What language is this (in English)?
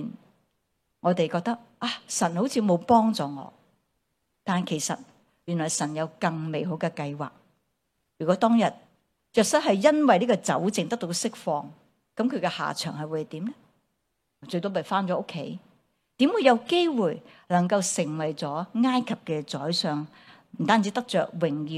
Cantonese